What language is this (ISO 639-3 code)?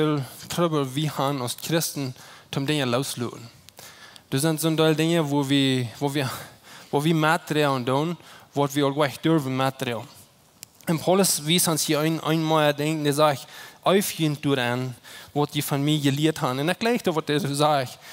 pdt